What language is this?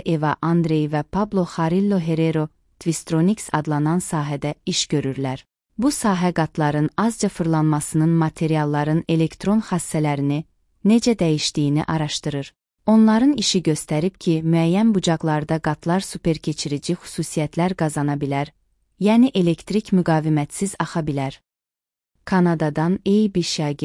Azerbaijani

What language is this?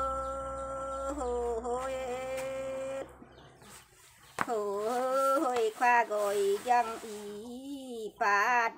Vietnamese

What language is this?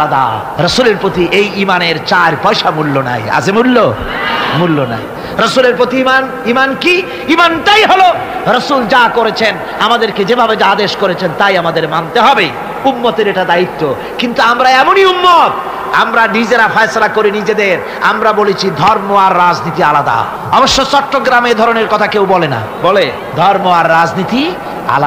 Bangla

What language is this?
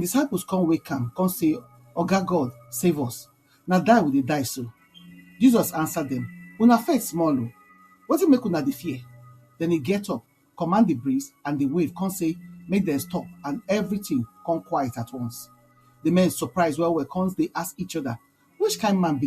Nigerian Pidgin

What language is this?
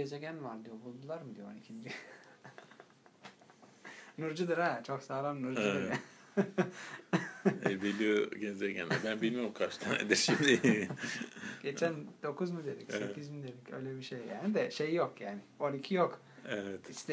Turkish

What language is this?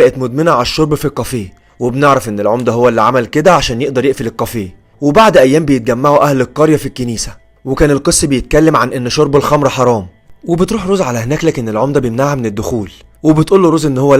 Egyptian Arabic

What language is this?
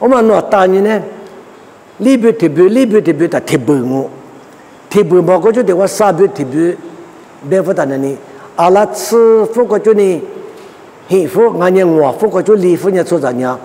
Lisu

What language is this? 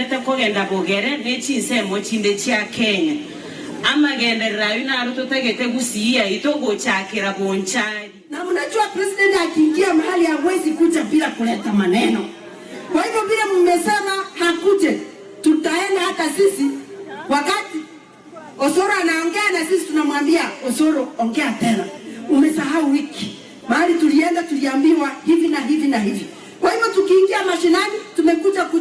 Gusii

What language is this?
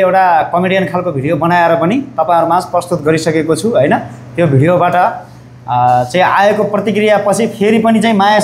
Nepali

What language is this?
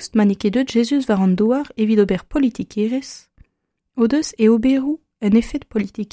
Breton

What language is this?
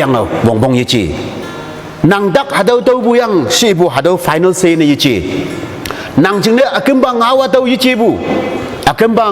Konyak Naga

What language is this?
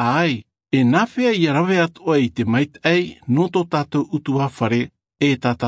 Tahitian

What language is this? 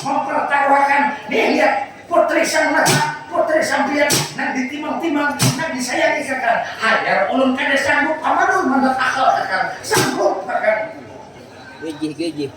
Banjar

